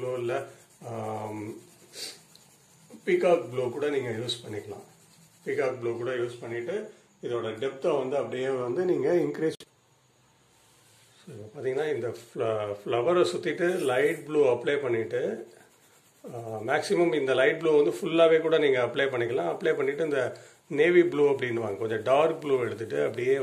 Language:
Tamil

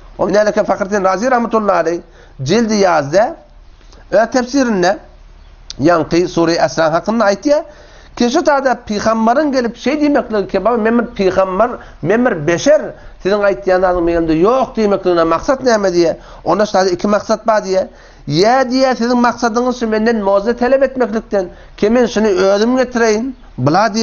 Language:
Turkmen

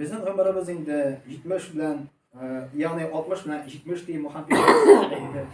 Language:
Tatar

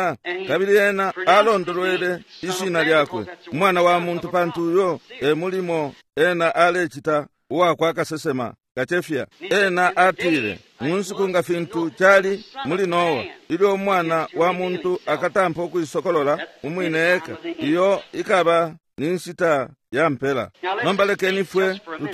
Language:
Bemba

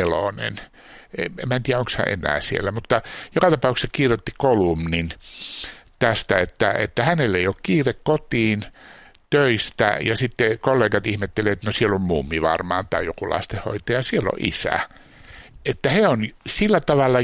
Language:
Finnish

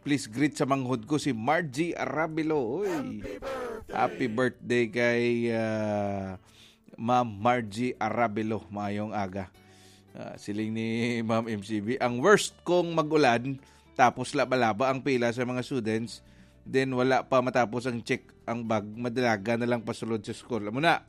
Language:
Hiligaynon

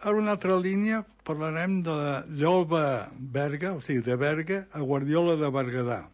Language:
Catalan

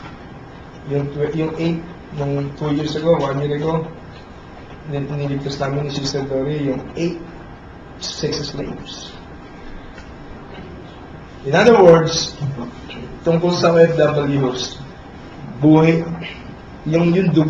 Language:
Filipino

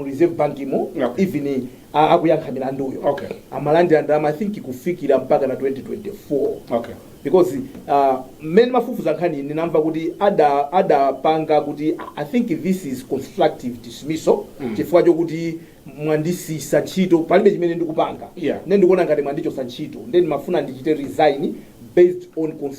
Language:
Nyanja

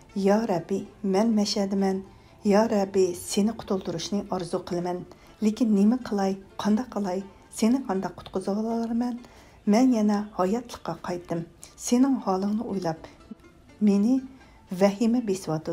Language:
Uyghur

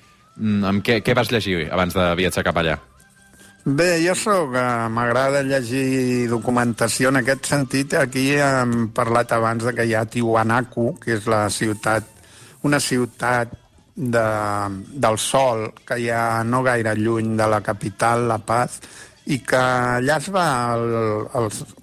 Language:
Catalan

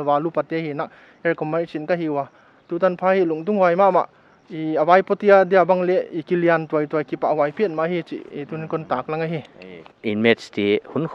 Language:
Paite Chin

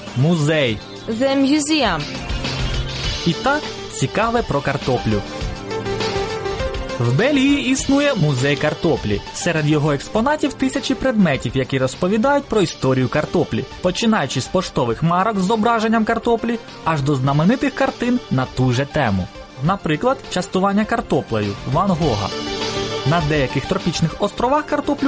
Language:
Ukrainian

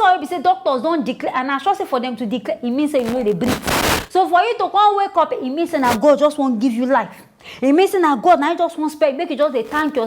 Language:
Nigerian Pidgin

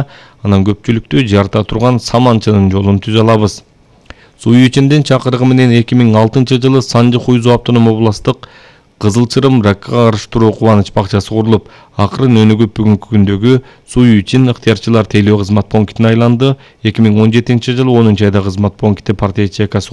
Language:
Kyrgyz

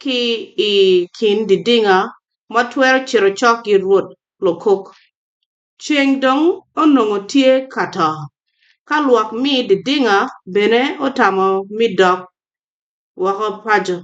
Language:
Acoli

